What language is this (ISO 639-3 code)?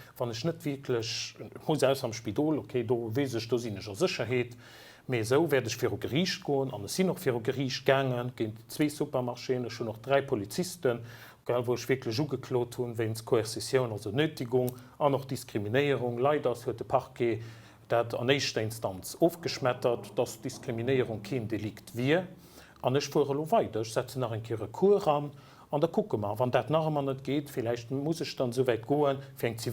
ltz